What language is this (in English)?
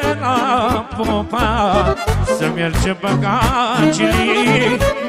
Romanian